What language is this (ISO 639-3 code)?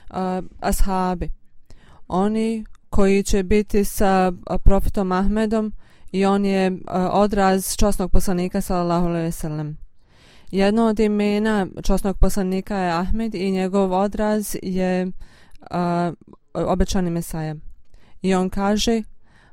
bos